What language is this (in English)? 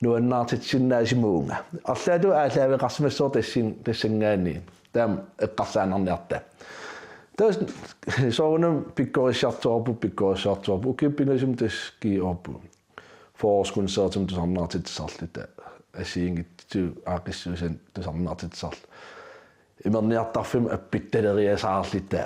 Kalaallisut